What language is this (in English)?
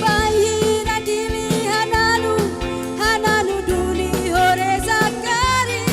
Tetum